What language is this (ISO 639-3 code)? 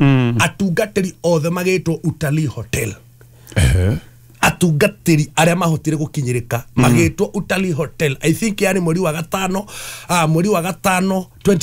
kik